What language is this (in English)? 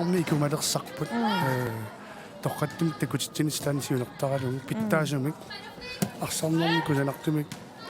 Kalaallisut